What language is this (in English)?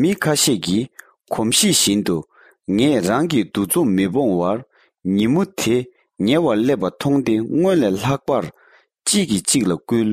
Tibetan